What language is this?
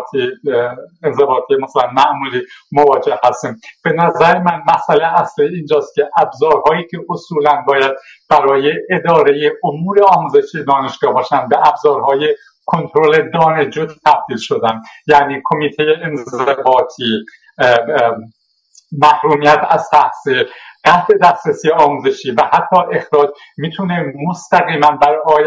Persian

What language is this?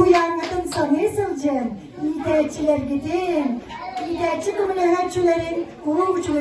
Yakut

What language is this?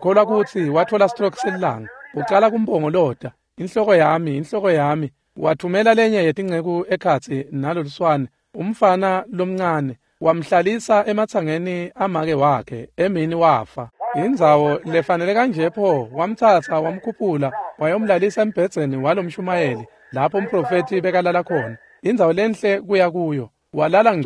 Swati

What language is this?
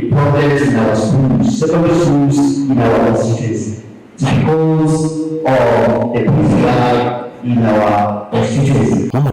Kamba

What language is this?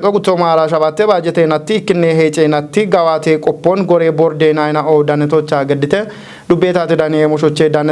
Kafa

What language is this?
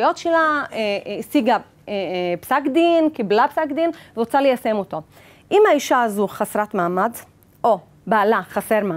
Hebrew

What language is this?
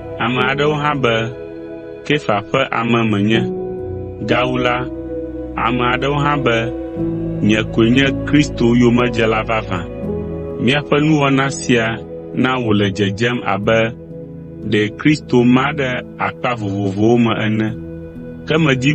Ewe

